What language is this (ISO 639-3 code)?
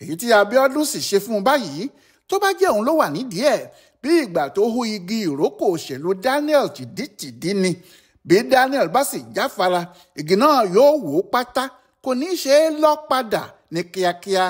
yor